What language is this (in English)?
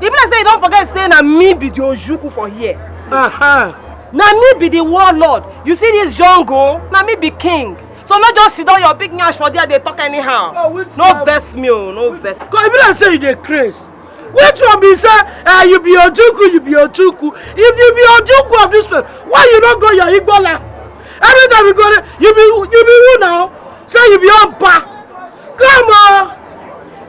Nigerian Pidgin